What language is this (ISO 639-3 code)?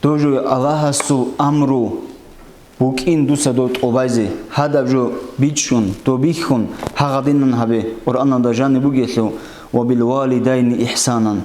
ava